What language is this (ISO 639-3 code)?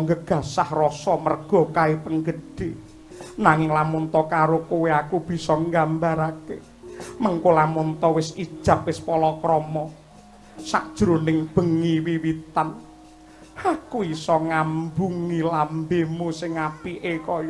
jav